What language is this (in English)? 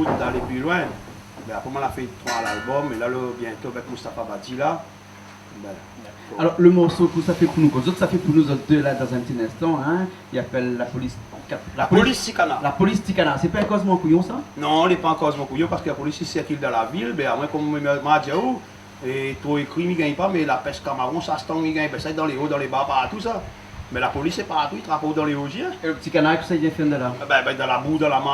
Réunion Creole French